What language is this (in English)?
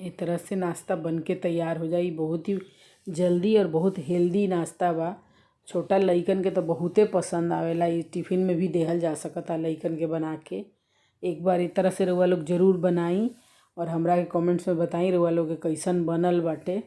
Bhojpuri